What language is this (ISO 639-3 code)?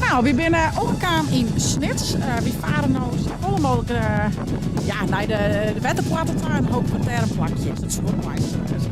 fry